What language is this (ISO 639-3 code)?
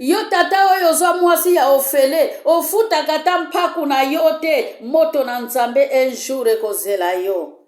lin